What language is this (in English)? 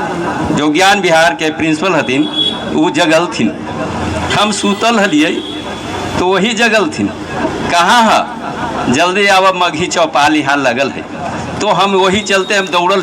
Magahi